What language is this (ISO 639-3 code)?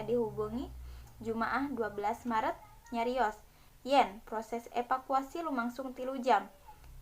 sun